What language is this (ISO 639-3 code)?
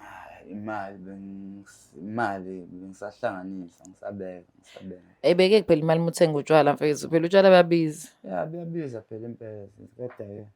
zul